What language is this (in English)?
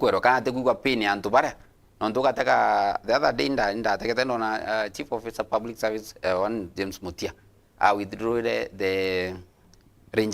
Meru